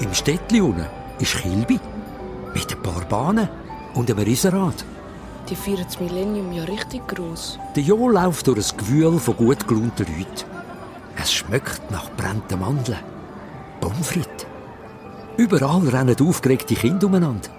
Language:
Swiss German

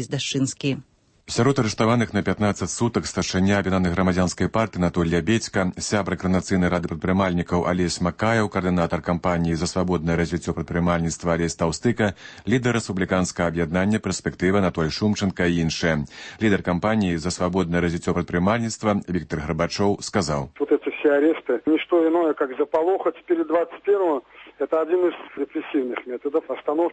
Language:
Belarusian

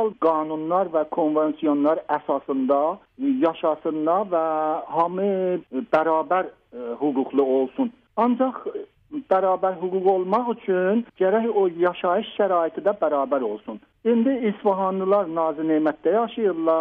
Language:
South Azerbaijani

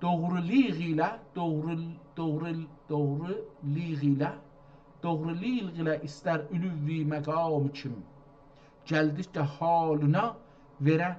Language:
South Azerbaijani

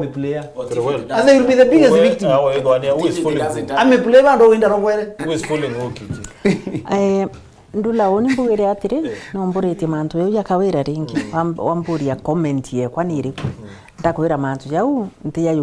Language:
Meru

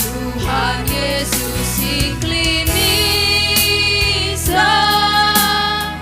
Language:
Batak Karo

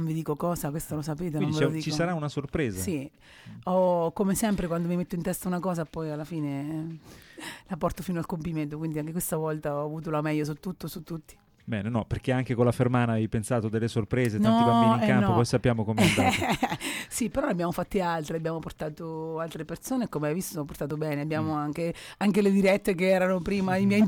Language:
Italian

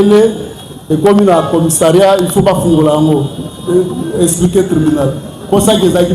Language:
Lingala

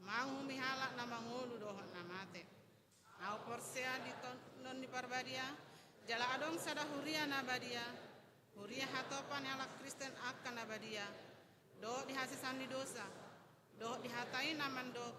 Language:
Batak Toba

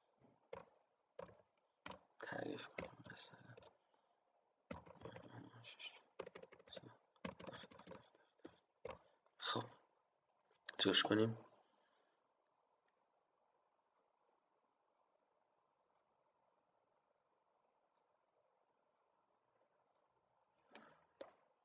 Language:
Persian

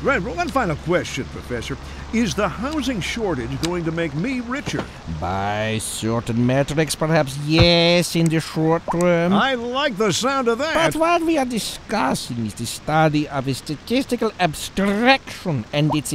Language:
English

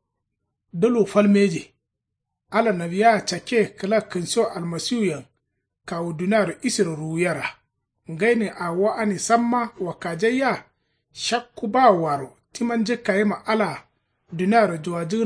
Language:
Kanuri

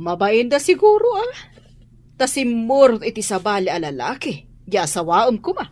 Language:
Iloko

